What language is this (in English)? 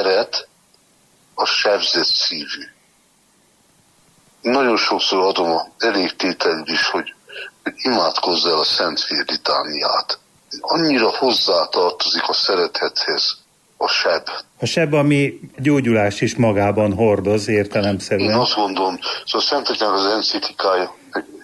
Hungarian